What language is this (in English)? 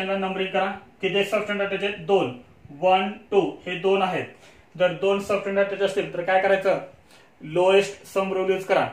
Marathi